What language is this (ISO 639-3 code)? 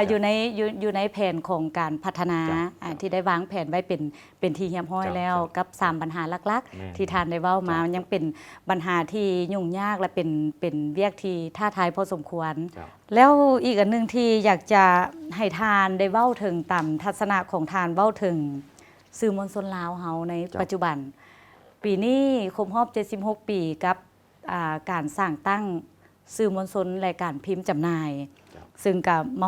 lao